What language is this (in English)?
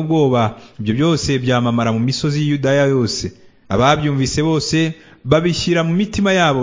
Kinyarwanda